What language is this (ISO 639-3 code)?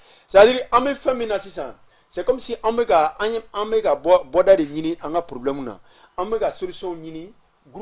bam